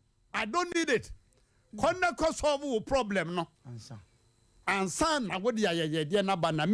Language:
Akan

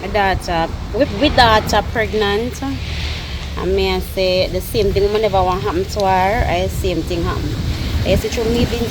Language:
Jamaican Creole English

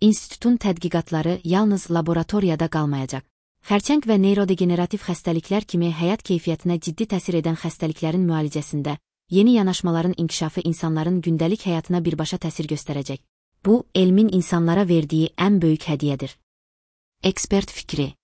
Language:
Azerbaijani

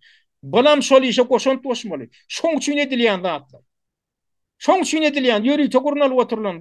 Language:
Turkmen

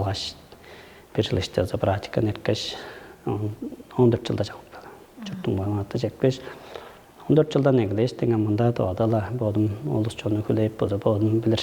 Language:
Tuvinian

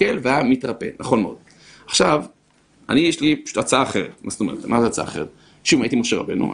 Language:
Hebrew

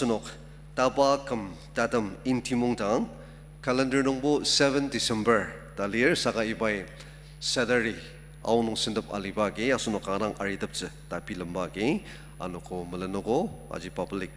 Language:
Ao Naga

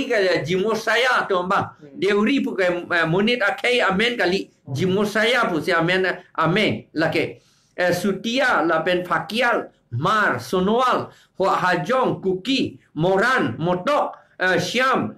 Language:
Karbi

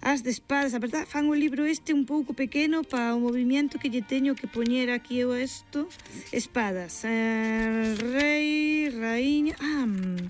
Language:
Galician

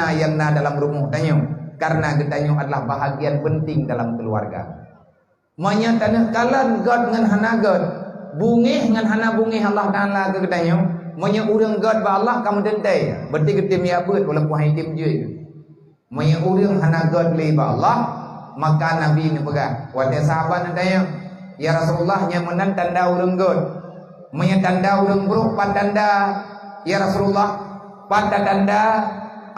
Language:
Achinese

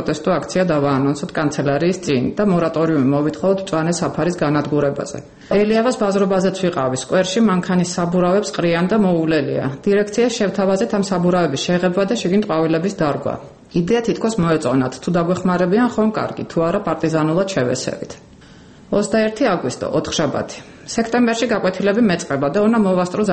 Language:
Georgian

